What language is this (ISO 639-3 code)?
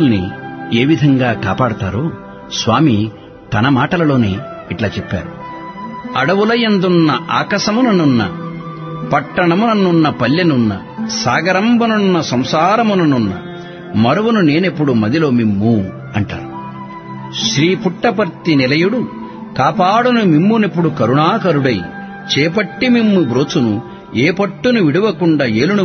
tel